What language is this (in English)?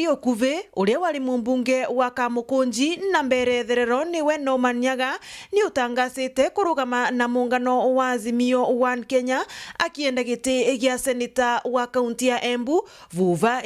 Meru